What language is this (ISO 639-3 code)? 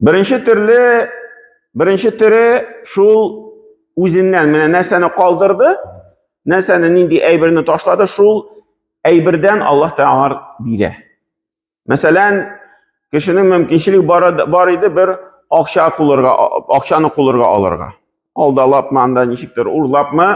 tat